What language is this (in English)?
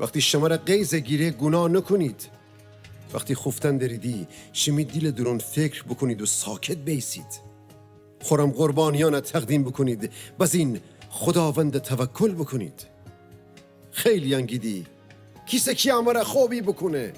Gilaki